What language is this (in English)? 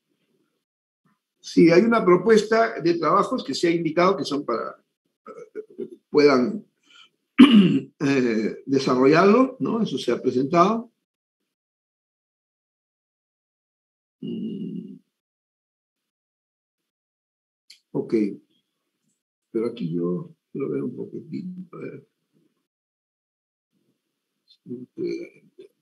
Spanish